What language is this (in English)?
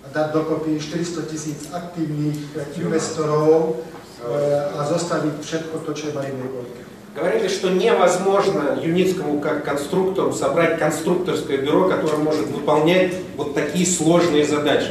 Russian